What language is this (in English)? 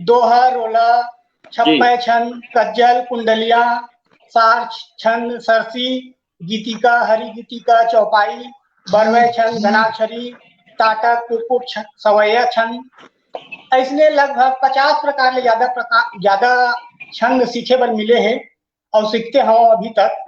Chhattisgarhi